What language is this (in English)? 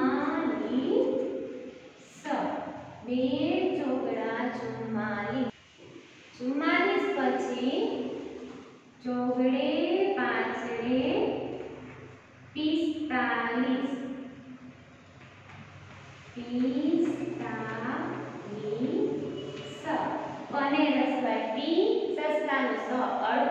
Gujarati